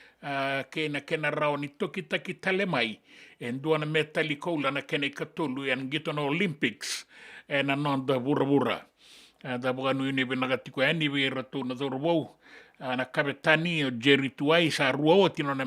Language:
Fijian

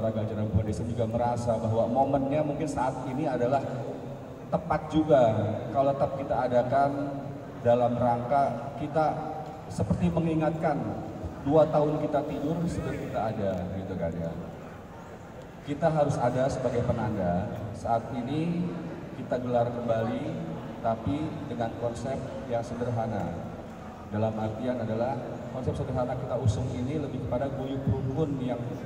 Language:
Indonesian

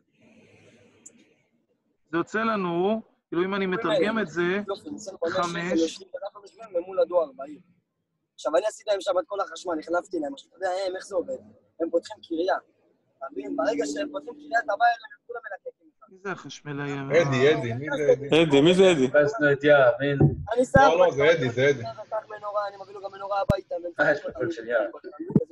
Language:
Hebrew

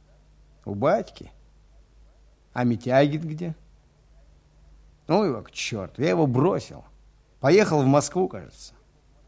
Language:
Russian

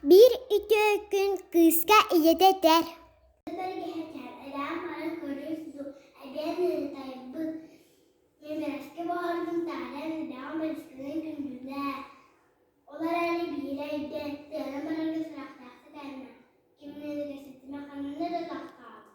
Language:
Yakut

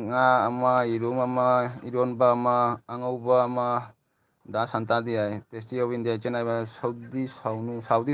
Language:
Manipuri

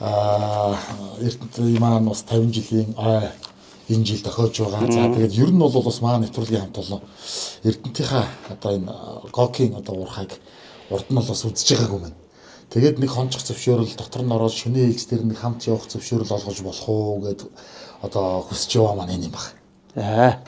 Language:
Mongolian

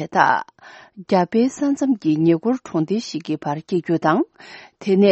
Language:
Tibetan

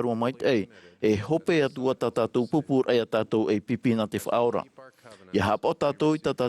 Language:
Tahitian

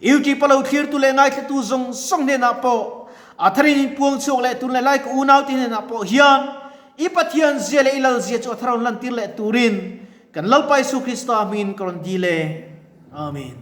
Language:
Mizo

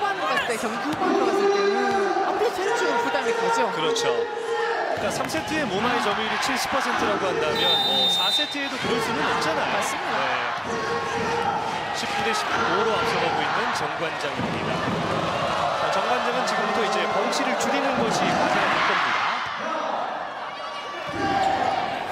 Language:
Korean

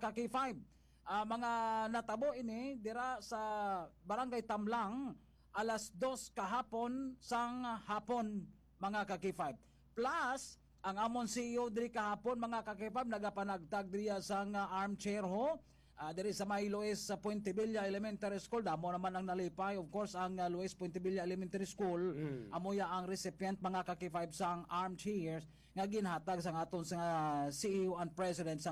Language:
Hiligaynon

